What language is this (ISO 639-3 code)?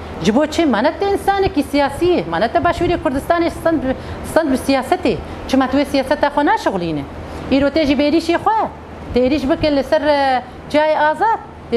kur